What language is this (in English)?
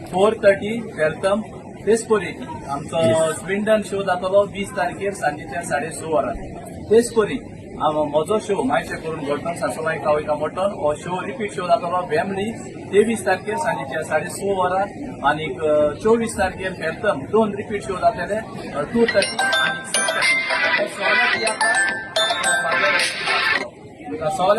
Konkani